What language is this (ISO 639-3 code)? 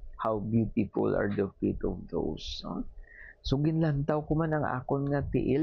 hil